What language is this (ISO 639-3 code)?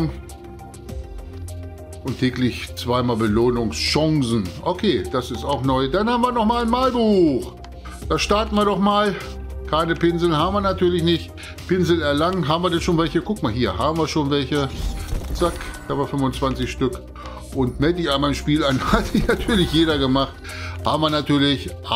deu